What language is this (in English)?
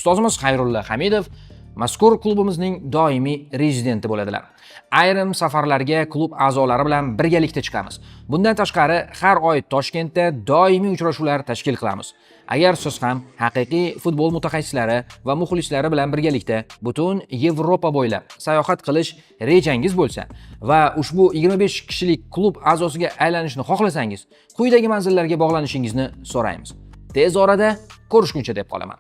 Uzbek